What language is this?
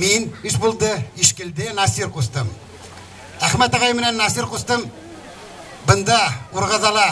Bashkir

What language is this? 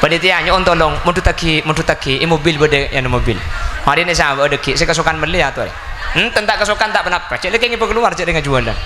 Madurese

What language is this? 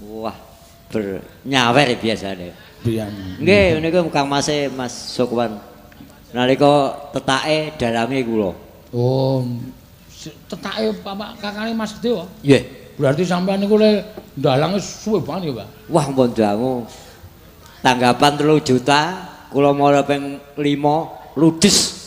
Javanese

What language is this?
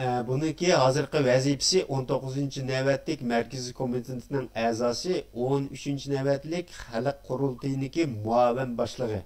Uyghur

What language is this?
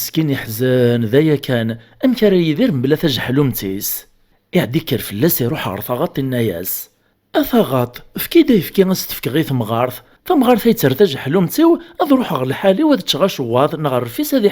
Kabyle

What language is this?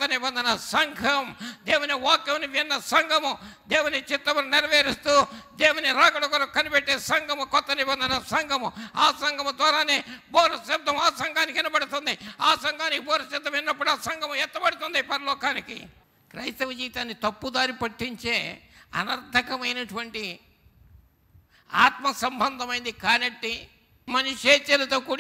Telugu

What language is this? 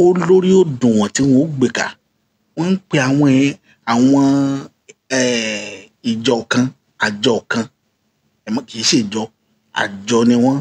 Yoruba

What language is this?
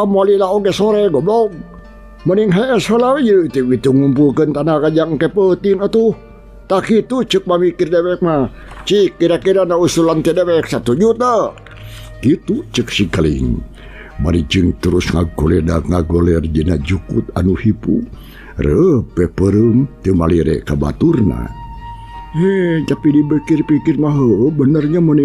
Sundanese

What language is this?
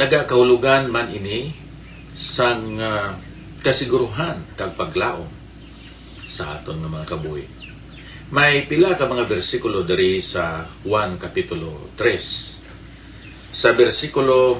Hiligaynon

